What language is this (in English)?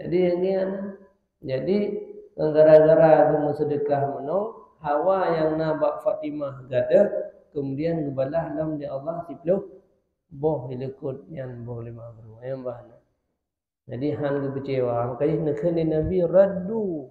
Achinese